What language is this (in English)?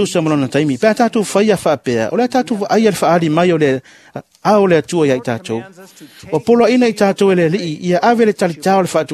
Samoan